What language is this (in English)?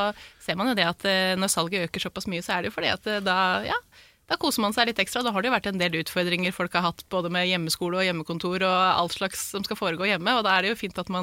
Norwegian